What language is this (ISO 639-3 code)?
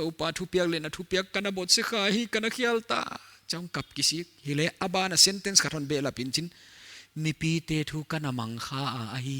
pck